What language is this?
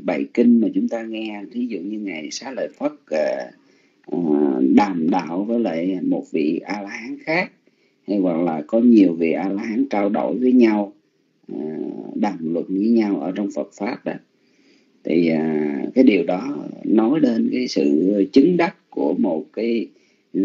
Vietnamese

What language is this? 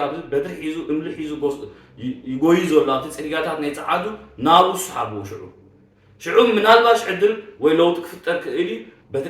Tigrinya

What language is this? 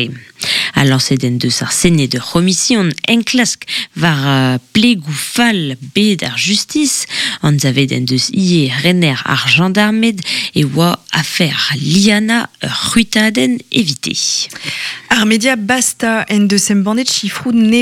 Breton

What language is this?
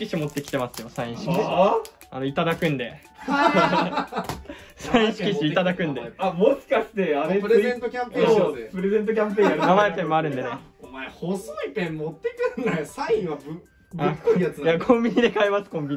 Japanese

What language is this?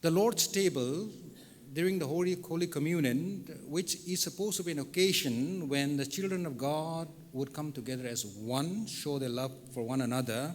Tangkhul Naga (India)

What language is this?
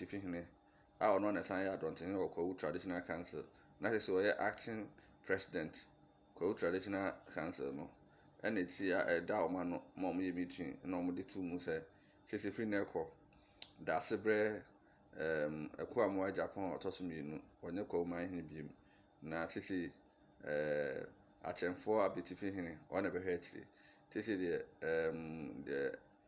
Akan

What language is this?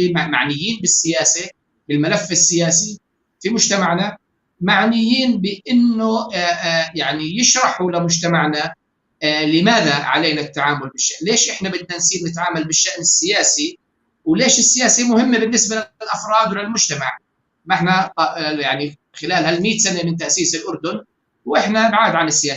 North Levantine Arabic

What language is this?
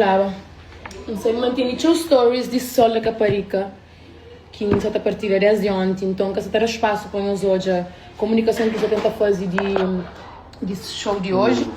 Kabuverdianu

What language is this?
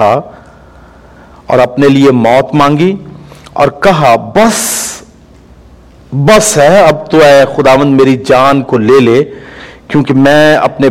Urdu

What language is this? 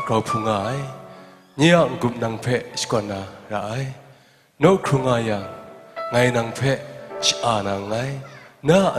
Kachin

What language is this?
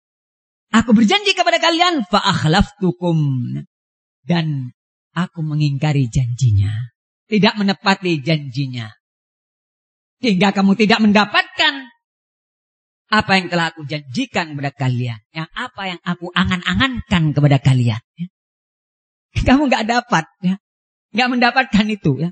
Indonesian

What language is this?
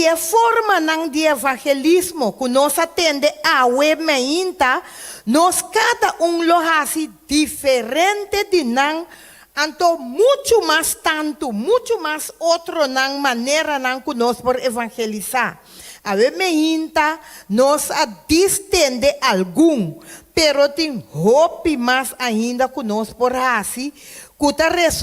Papiamento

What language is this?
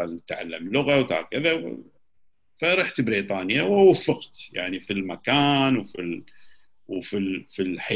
Gulf Arabic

